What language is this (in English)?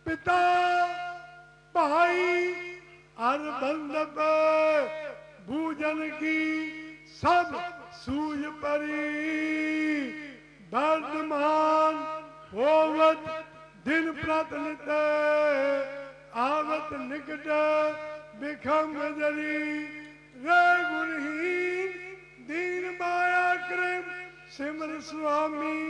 Punjabi